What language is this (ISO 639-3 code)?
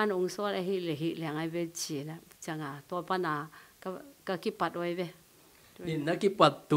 ctd